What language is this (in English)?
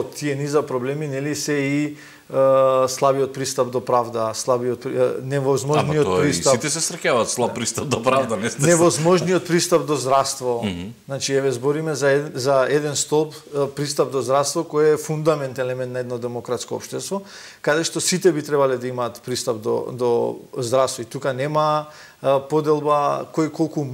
Macedonian